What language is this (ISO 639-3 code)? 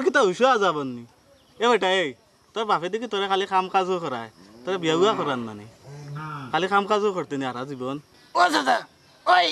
syl